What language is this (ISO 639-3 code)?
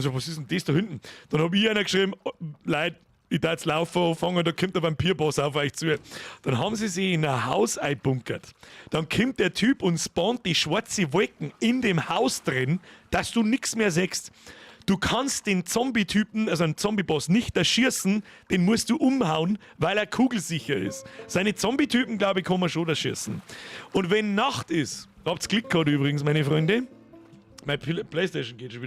bar